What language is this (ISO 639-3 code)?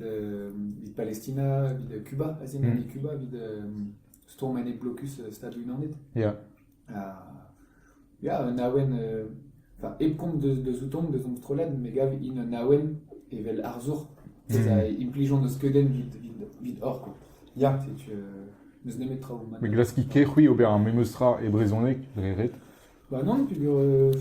bre